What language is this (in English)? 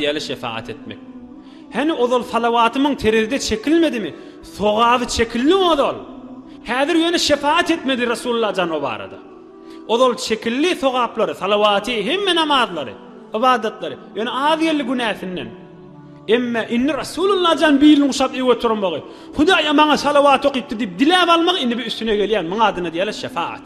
Turkmen